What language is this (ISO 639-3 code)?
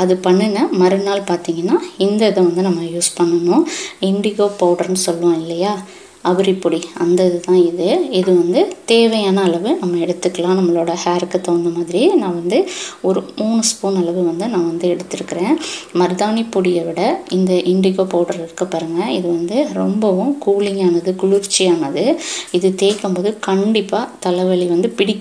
tam